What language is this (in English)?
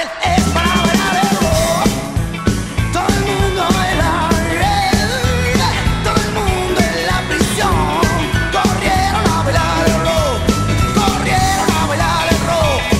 Spanish